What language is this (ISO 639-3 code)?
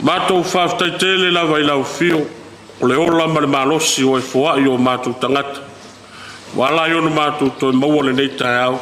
smo